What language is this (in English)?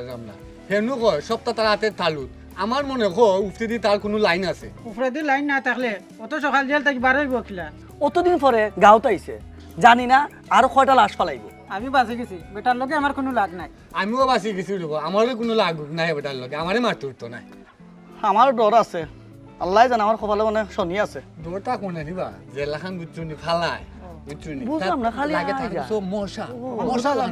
Sylheti